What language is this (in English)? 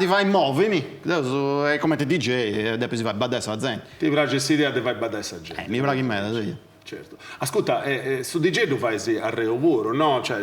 Sardinian